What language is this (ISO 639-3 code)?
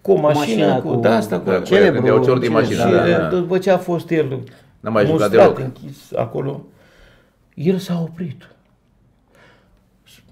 ron